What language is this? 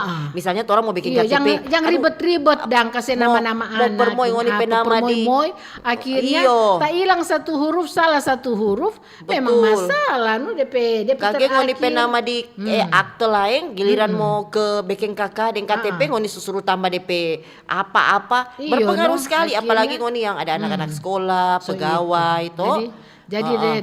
Manado Malay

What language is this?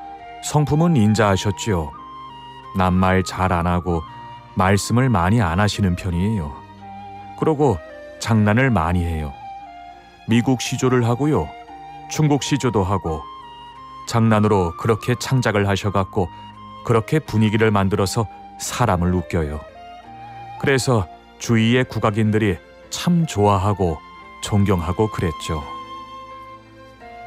Korean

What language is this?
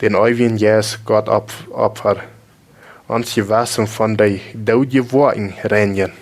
Plautdietsch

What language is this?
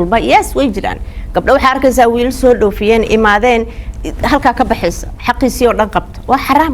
Somali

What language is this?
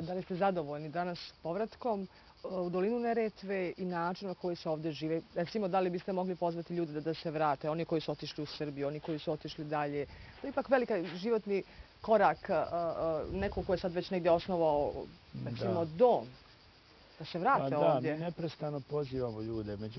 Bosnian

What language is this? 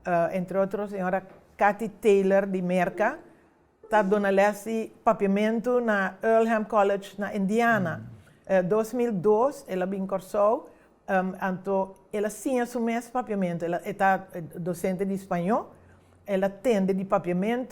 Papiamento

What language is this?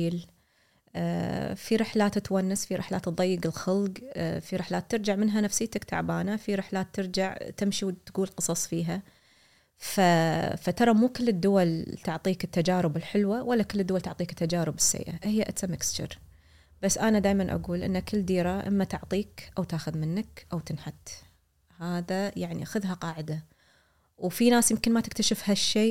Gulf Arabic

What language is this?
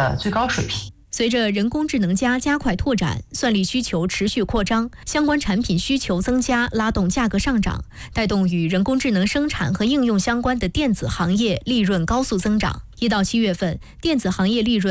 Chinese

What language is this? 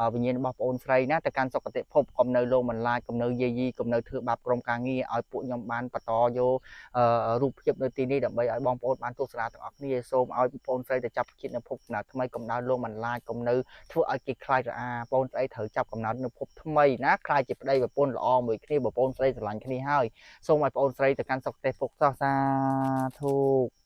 Khmer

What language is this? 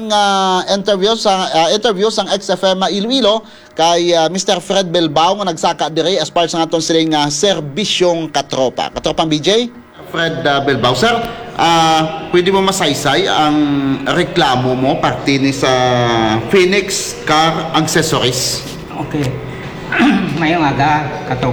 Hiligaynon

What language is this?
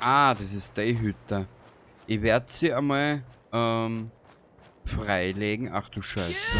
Bavarian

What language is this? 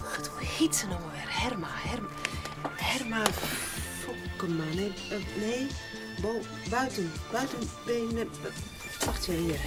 Western Frisian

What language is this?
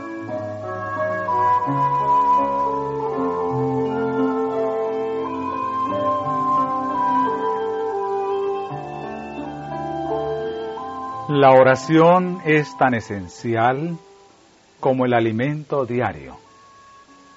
Spanish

